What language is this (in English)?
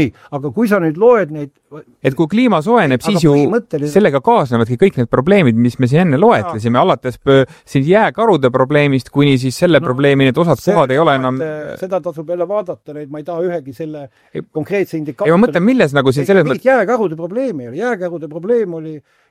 Estonian